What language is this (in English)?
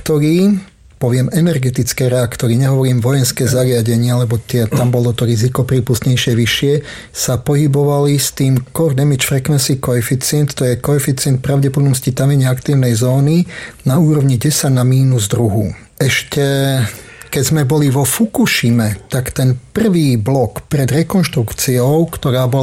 Slovak